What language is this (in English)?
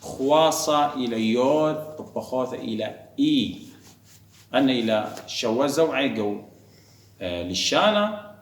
Assyrian Neo-Aramaic